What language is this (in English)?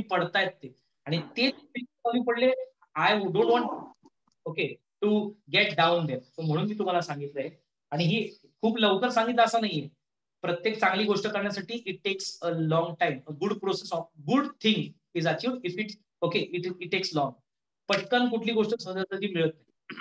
Marathi